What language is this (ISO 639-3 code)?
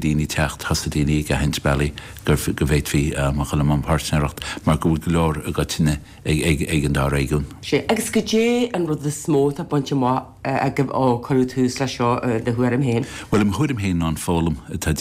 gle